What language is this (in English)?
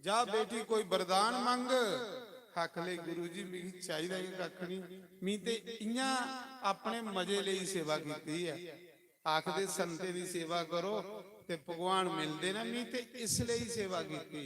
Dogri